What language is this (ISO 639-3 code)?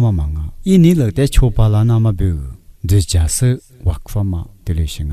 lis